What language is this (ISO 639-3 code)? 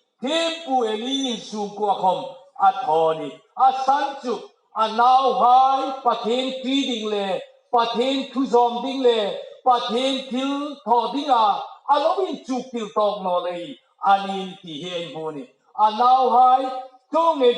hmr